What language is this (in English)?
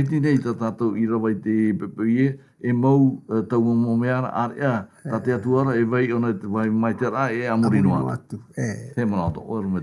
Tahitian